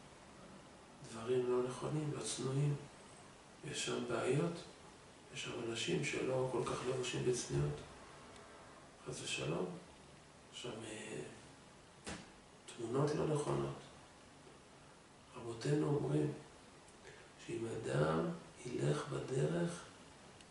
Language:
Hebrew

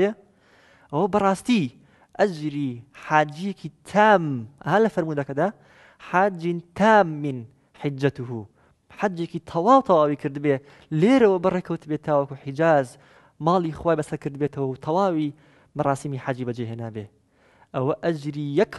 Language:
Central Kurdish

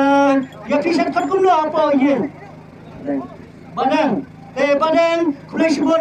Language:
Khasi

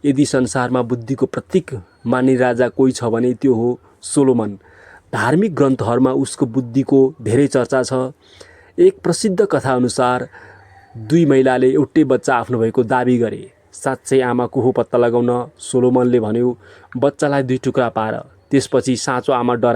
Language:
Nepali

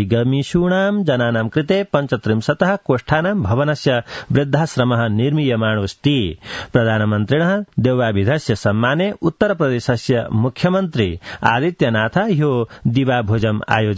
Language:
Sanskrit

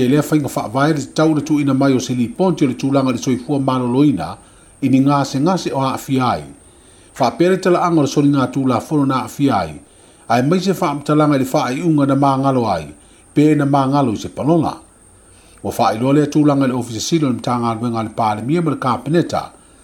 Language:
Samoan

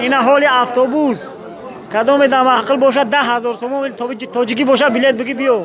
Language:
Tajik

